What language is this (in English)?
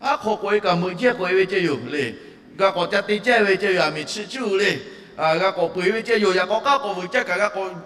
Lahu